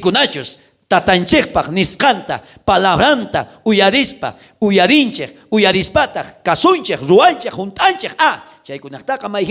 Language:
South Bolivian Quechua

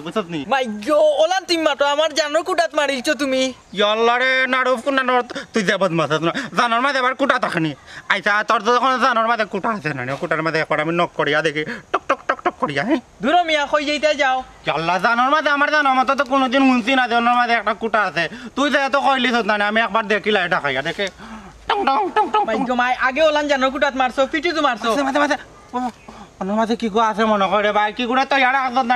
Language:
Sylheti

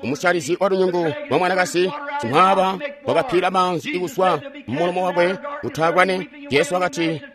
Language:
Tonga (Zambia)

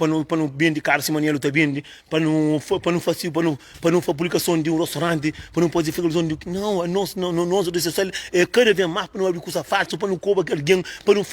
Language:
Kabuverdianu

